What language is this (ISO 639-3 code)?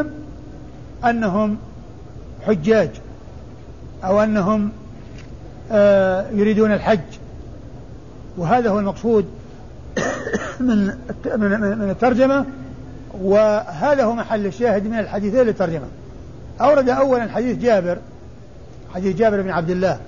ara